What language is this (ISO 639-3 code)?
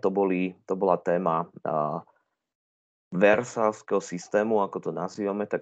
slk